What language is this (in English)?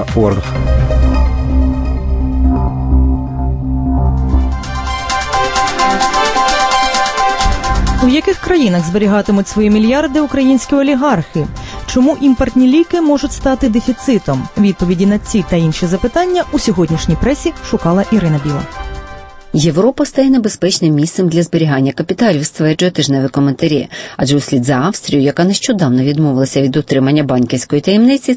Ukrainian